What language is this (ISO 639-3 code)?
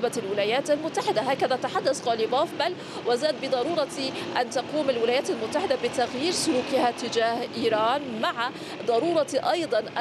ara